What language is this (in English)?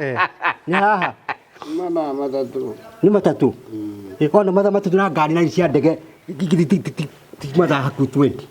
Kikuyu